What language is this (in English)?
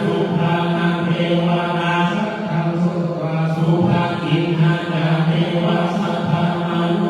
Pali